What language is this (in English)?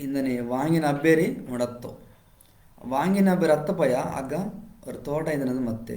Koya